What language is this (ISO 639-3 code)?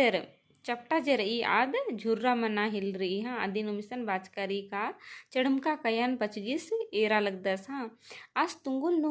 kru